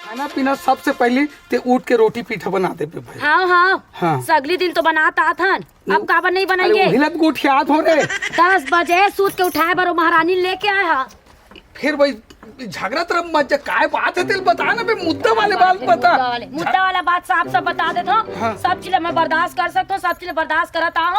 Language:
Chhattisgarhi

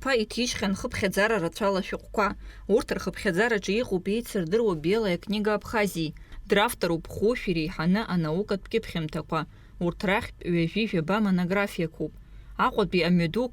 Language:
Abkhazian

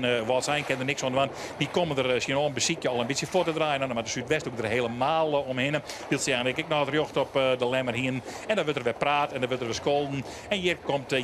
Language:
Western Frisian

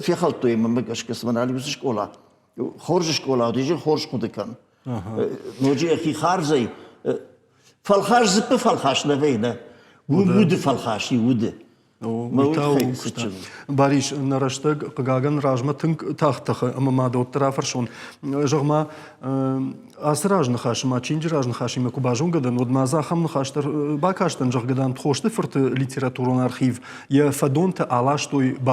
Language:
Ossetic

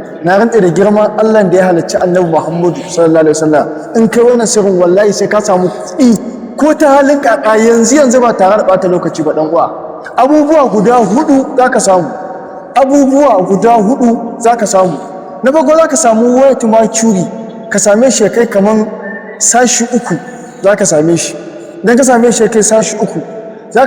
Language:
Hausa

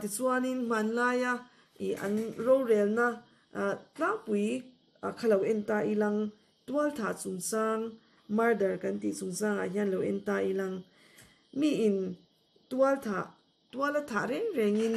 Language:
Mizo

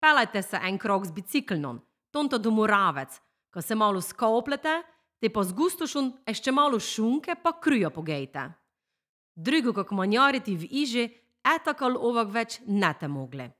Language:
Slovenian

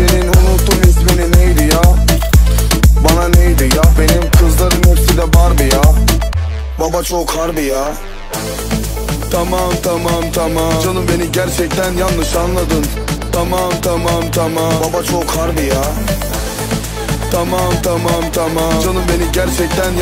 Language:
Turkish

